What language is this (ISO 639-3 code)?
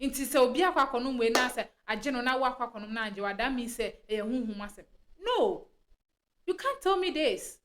aka